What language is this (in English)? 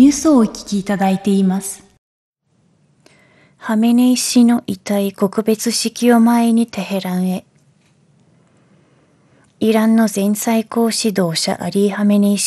Japanese